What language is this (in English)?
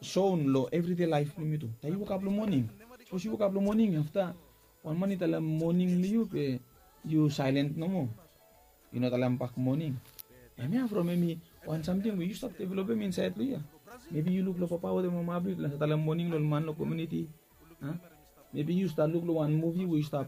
Bislama